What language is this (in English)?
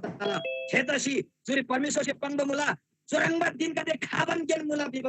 Eastern Tamang